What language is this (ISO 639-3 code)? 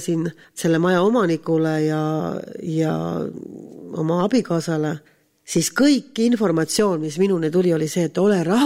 est